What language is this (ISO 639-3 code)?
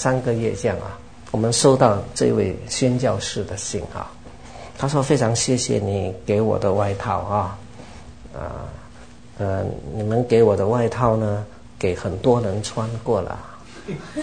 zho